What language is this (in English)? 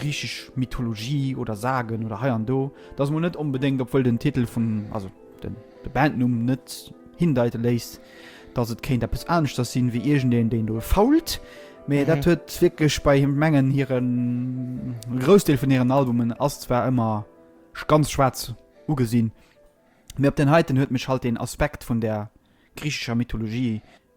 Luxembourgish